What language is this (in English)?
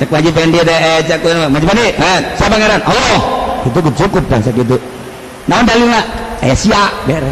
Sundanese